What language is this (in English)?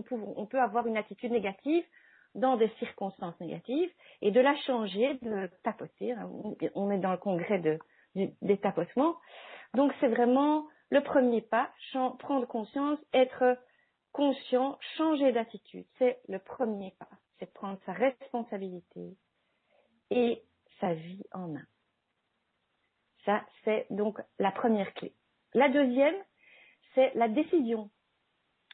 French